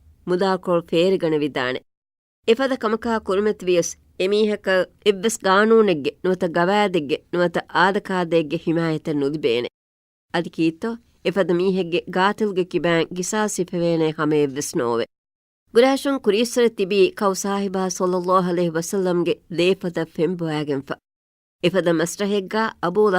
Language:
Divehi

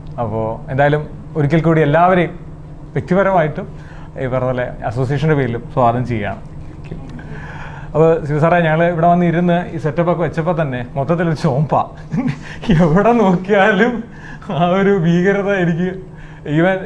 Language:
Malayalam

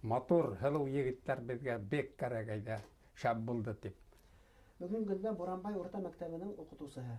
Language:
Bashkir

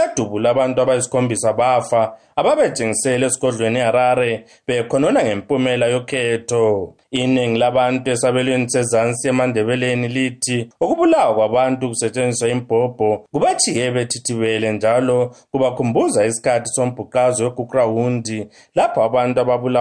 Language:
North Ndebele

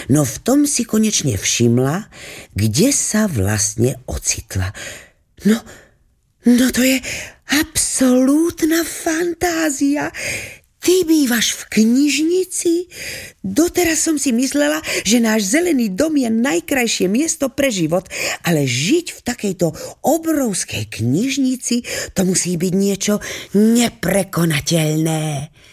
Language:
Slovak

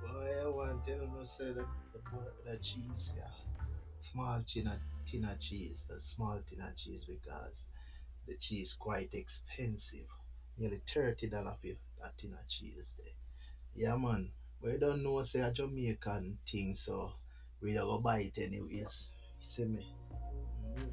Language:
Jamaican Creole English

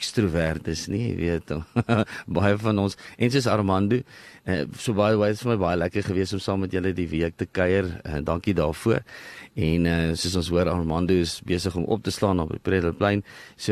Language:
Afrikaans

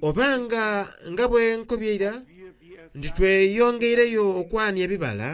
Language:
Soga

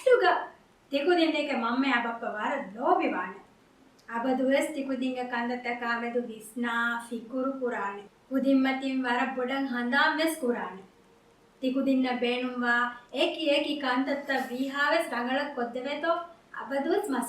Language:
Divehi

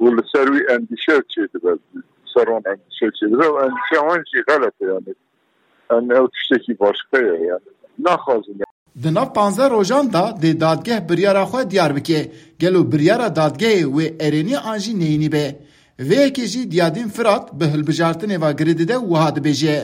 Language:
Kurdish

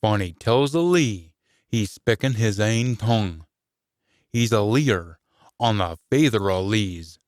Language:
Scots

